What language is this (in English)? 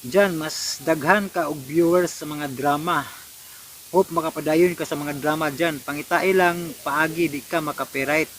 Cebuano